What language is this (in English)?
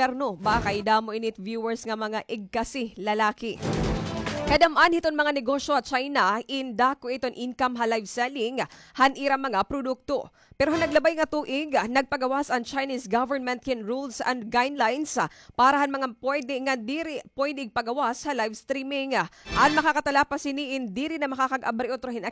Waray